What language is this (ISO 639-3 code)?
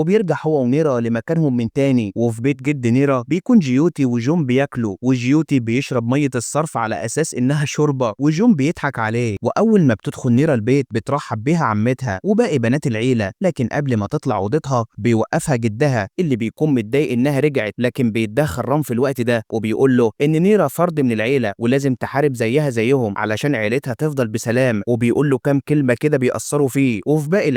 arz